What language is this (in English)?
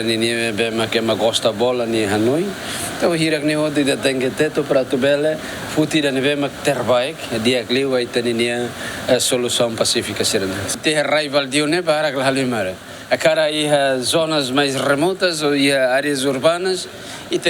Tetum